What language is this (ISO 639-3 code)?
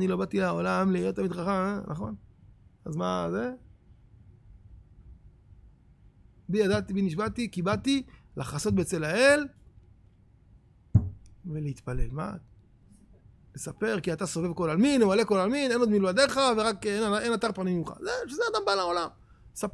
heb